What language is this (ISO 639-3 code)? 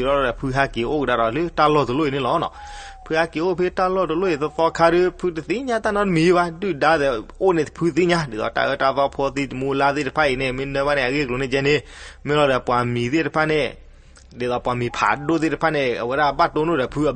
ksw